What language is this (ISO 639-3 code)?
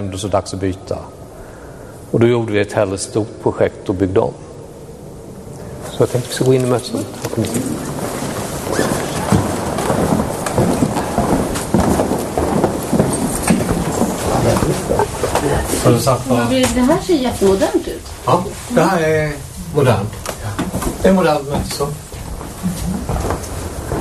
swe